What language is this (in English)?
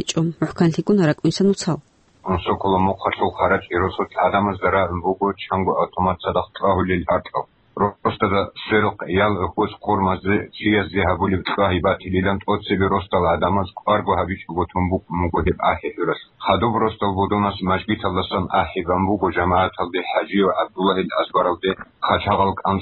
Avaric